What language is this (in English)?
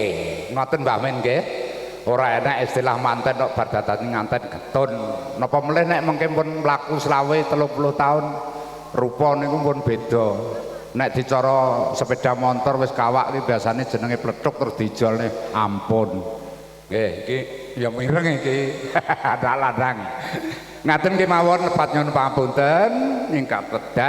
Javanese